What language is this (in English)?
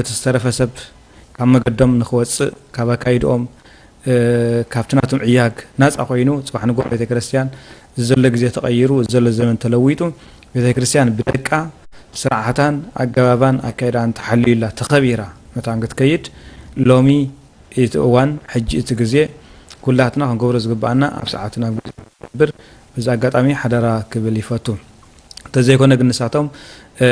Tigrinya